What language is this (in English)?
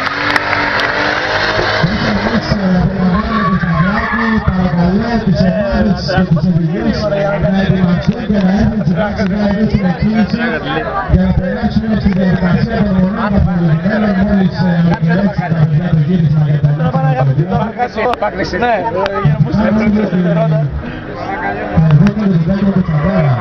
Greek